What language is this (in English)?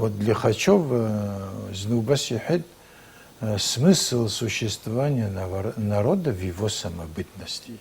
Abkhazian